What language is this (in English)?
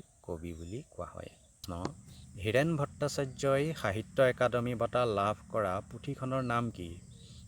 Assamese